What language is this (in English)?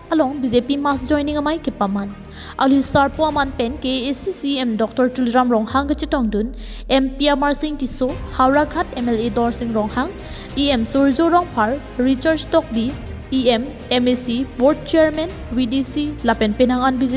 Karbi